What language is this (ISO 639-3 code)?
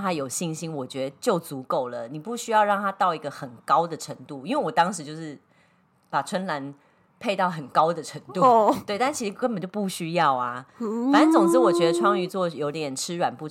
zho